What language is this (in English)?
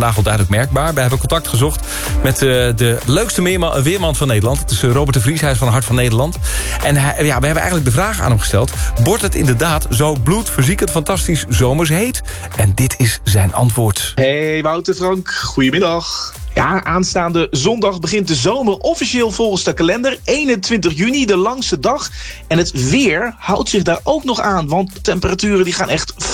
Dutch